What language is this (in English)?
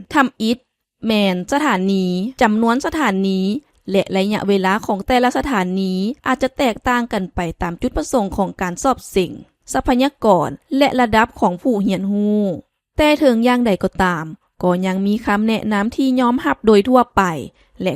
Lao